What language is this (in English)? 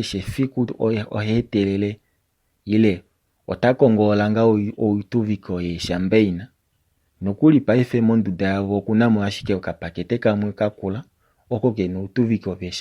Kuanyama